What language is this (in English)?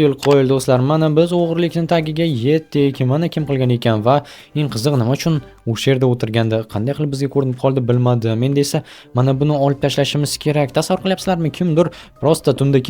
Uzbek